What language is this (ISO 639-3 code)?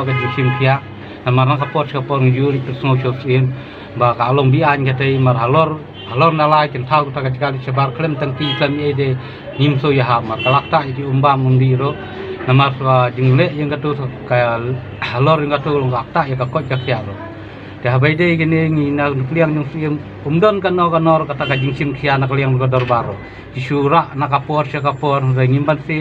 kha